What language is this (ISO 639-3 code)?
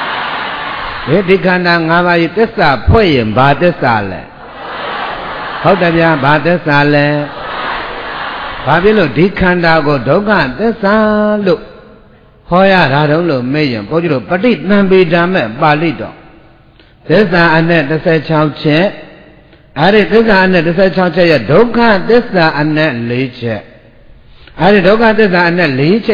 mya